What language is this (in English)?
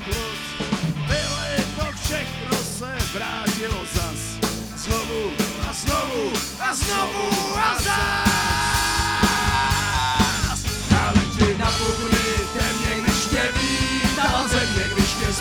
Czech